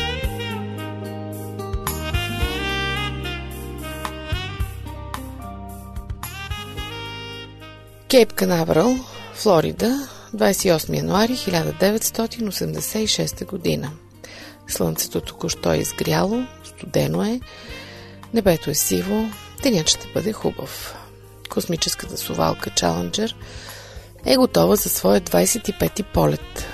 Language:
Bulgarian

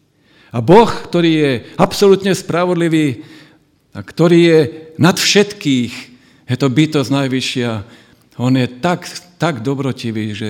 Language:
Slovak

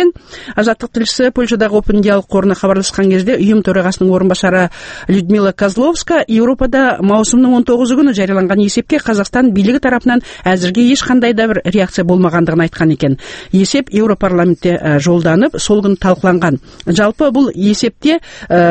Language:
Kazakh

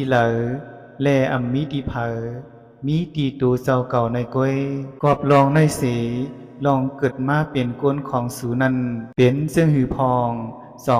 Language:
Shan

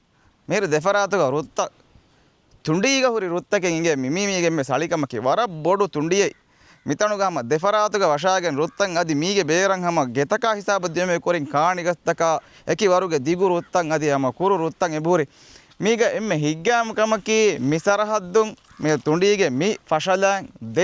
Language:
Divehi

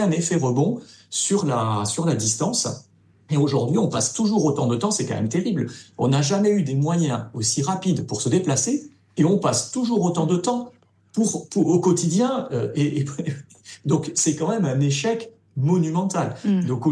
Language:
French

